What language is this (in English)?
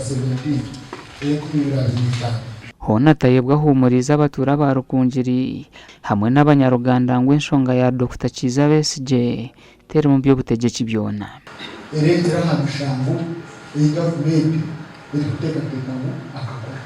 Nyankole